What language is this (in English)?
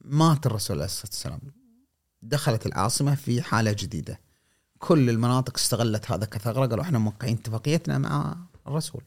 Gulf Arabic